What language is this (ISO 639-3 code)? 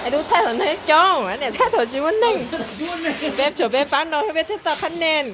hmn